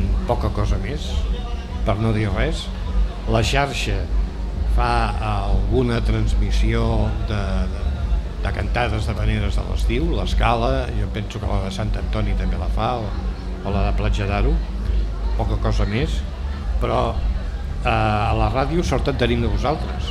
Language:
Catalan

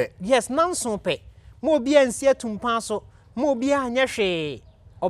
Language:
Akan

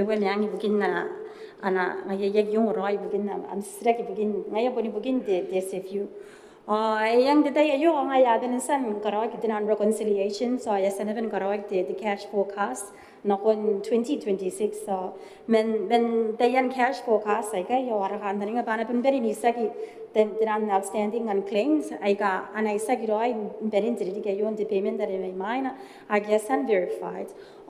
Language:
Gilbertese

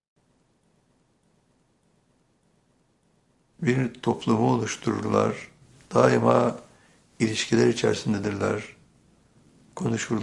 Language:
Turkish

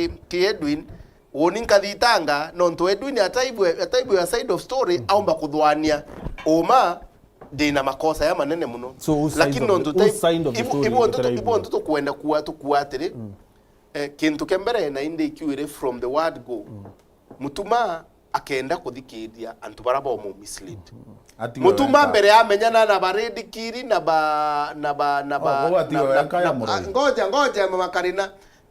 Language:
Meru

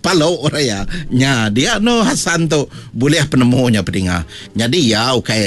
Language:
Iban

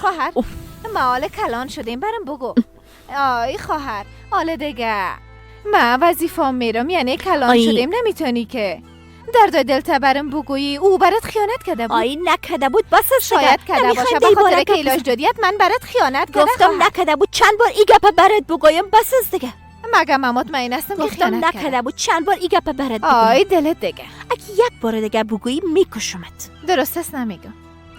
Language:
Persian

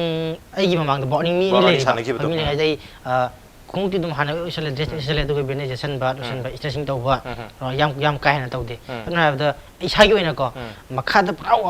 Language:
Manipuri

